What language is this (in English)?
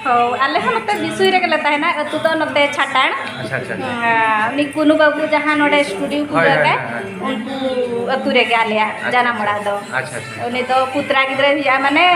Santali